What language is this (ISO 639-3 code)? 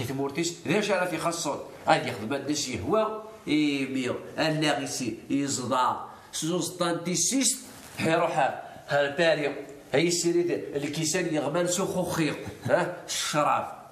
kab